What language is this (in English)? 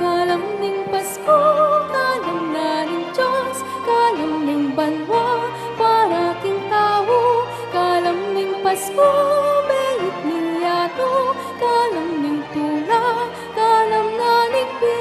Pampanga